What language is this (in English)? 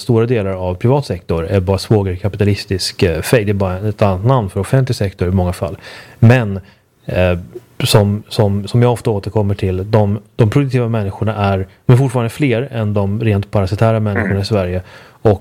Swedish